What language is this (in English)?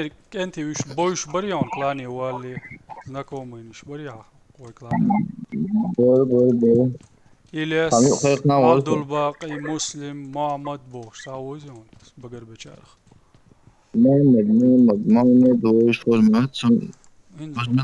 Chechen